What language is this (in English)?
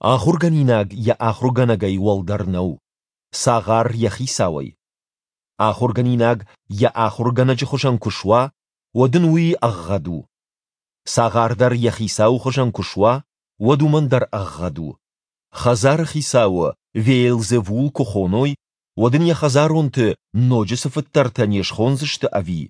Ossetic